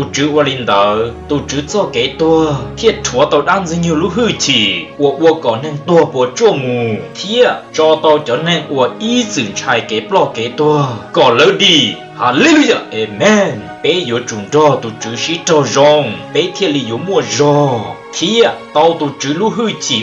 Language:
Hmong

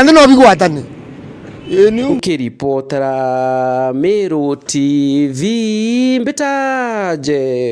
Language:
Meru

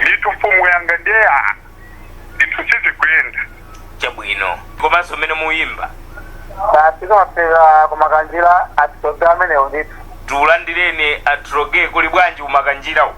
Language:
Nyanja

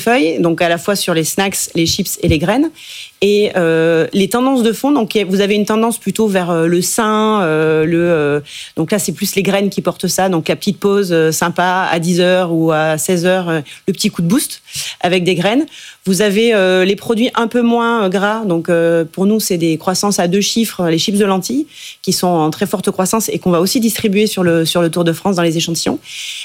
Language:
French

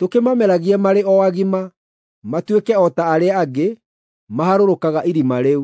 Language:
Kikuyu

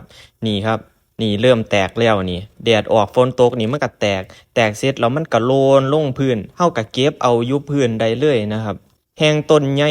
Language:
Northeastern Thai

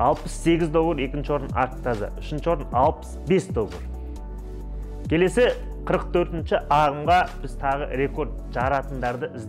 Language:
Kazakh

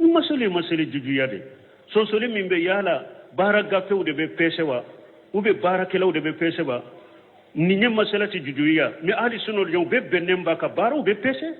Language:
Bambara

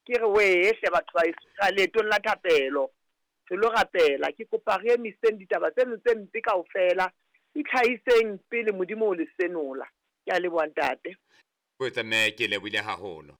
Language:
Southern Sotho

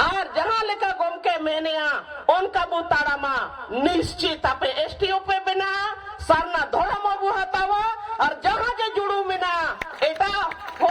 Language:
Santali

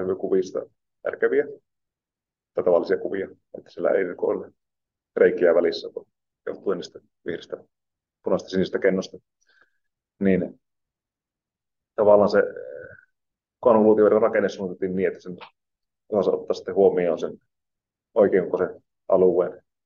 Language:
Finnish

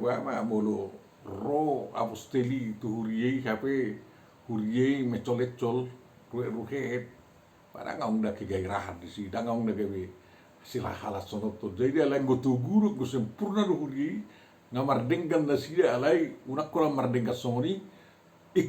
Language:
Batak Toba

